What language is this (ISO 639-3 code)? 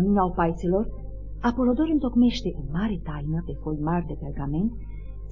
ron